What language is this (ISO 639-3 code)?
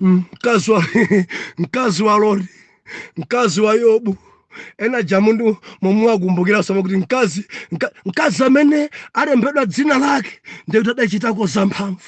nya